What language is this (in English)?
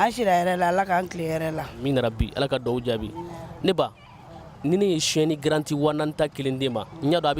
Bambara